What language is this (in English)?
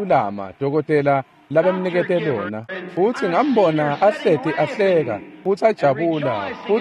Swati